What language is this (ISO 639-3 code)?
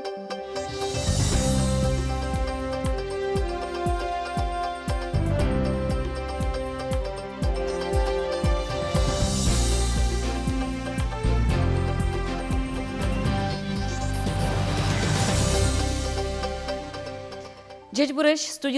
udm